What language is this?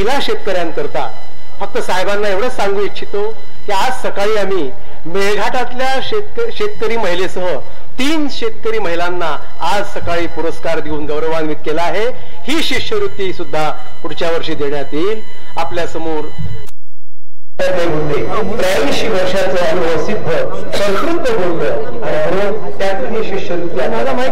Marathi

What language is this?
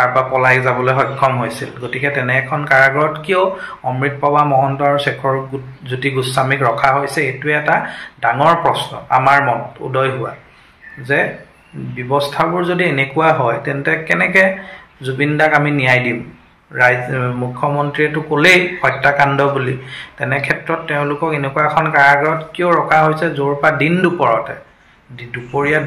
Assamese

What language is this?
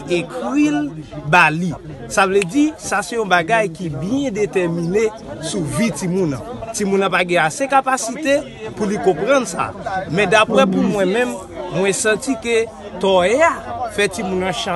Haitian Creole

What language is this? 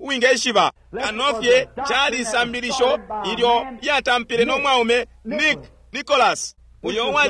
Bemba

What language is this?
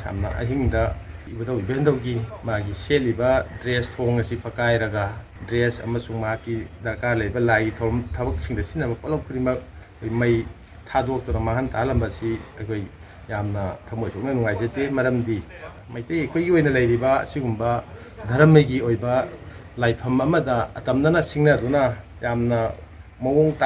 Manipuri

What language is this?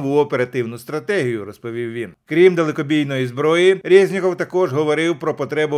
Ukrainian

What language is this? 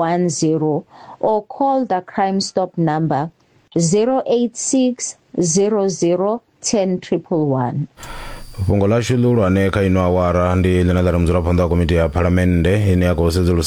Venda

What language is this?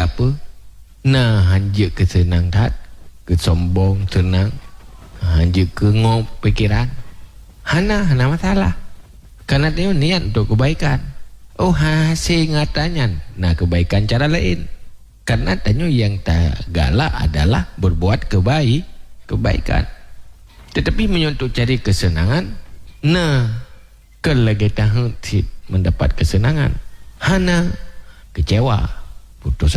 Achinese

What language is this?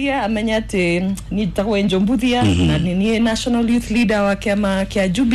Kikuyu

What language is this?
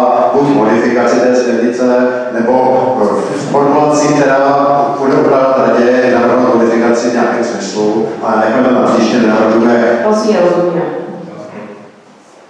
Czech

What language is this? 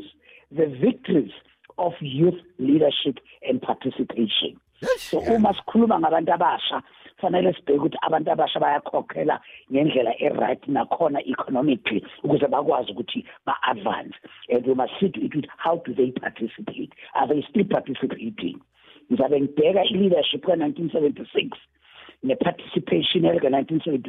South Ndebele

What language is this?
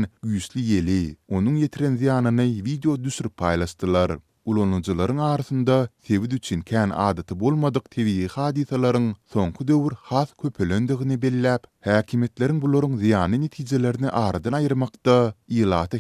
Turkmen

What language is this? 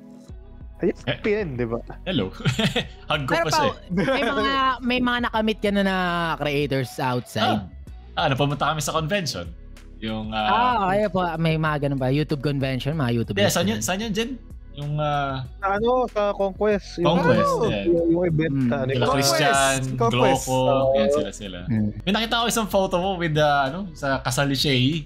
Filipino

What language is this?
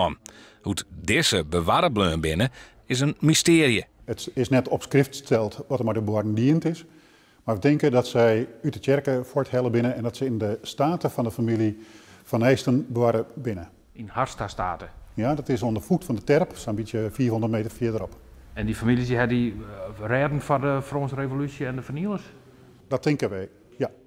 Western Frisian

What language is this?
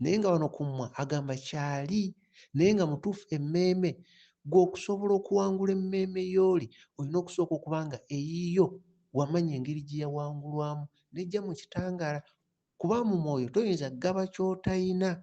Ganda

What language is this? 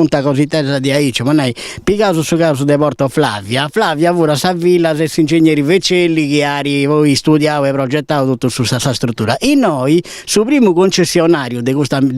Sardinian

